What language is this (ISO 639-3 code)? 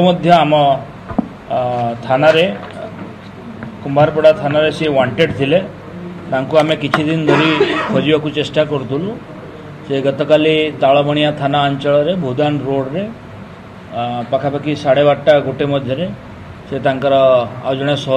ori